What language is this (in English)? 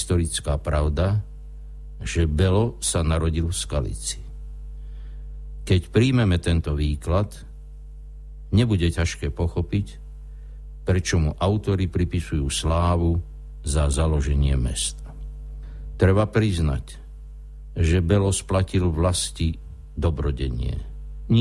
Slovak